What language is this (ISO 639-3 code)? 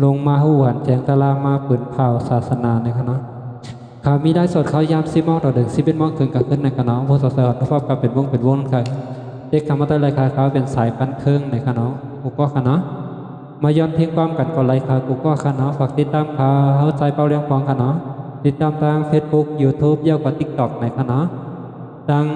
shn